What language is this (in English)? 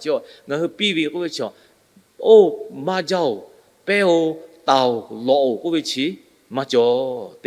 Lahu